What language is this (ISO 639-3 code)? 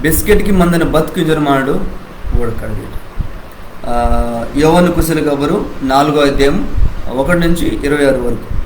kff